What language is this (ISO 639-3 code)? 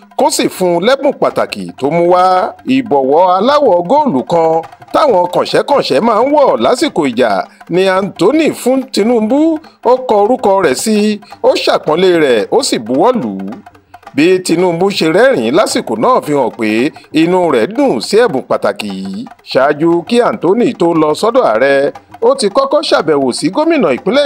yor